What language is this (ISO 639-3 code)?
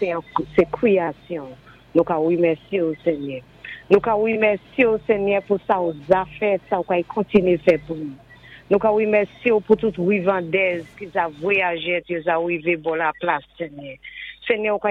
acf